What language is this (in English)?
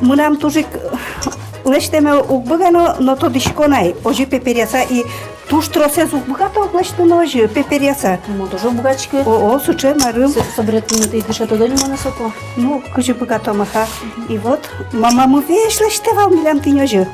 Udmurt